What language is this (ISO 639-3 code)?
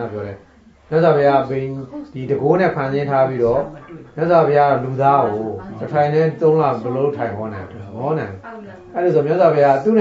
mya